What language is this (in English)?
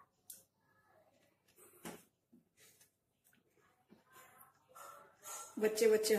Gujarati